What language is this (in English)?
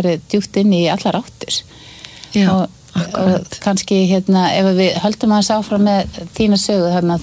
Icelandic